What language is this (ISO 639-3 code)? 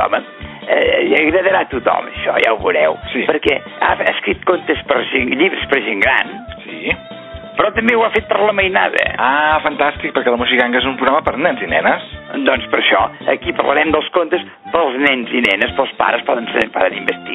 cat